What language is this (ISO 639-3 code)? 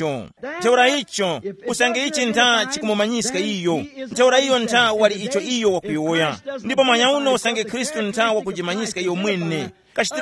tum